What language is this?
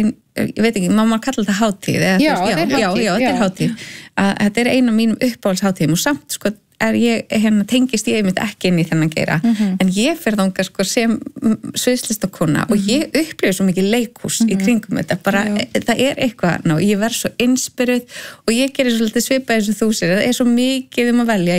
Icelandic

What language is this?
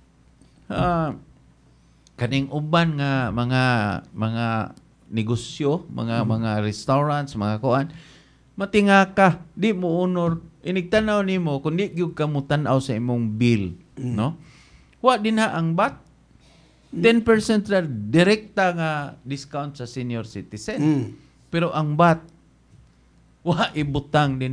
Cebuano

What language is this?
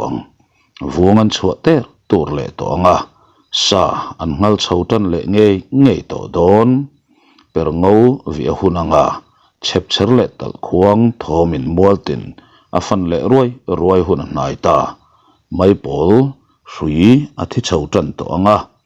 Mizo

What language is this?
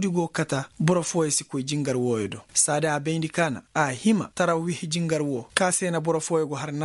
Koyraboro Senni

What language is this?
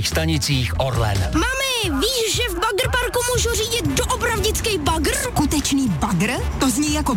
Czech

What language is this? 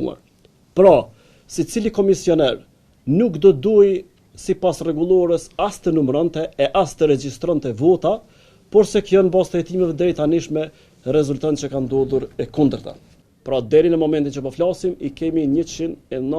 Albanian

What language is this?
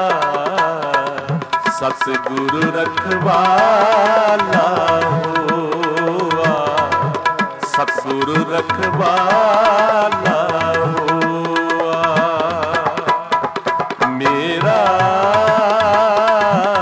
Punjabi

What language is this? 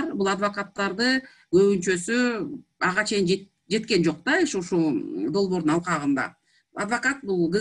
Kyrgyz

